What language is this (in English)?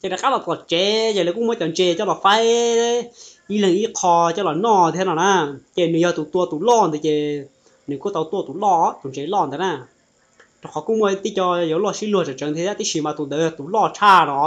Hmong